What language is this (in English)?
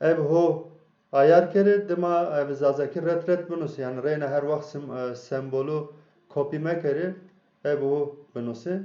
Zaza